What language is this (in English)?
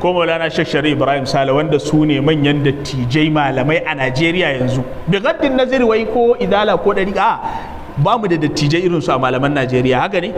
Hausa